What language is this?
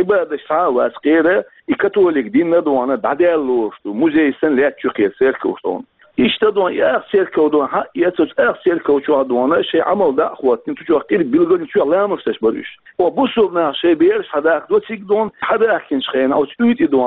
Chechen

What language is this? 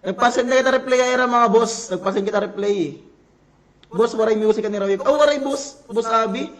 Waray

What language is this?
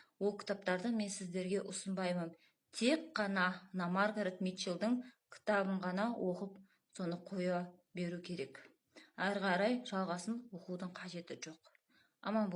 Kazakh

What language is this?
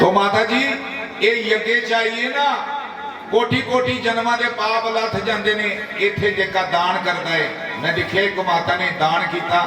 Dogri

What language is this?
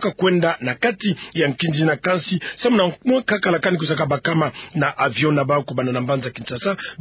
Kituba (Democratic Republic of Congo)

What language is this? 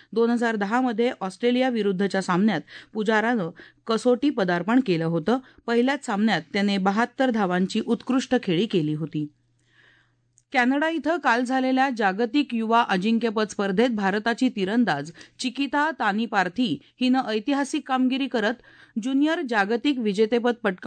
Marathi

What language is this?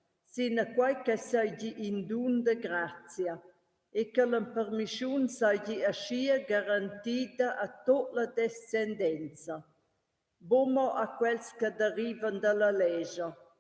Romansh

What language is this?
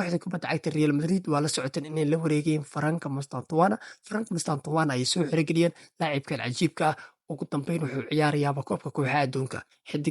Somali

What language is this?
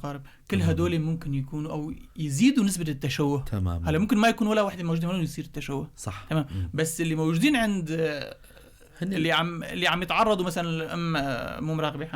North Levantine Arabic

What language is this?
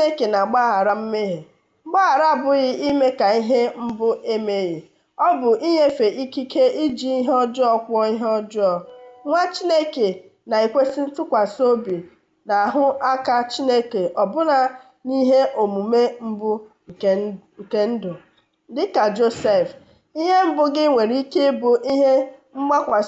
Igbo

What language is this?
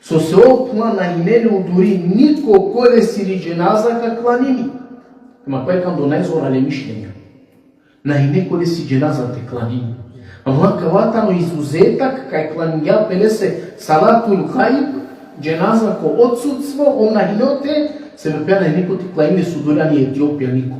Balkan Romani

